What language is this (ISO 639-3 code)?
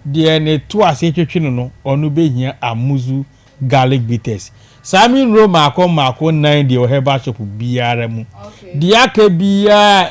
aka